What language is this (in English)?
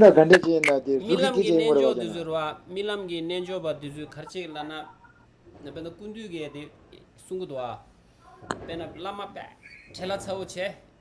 Tibetan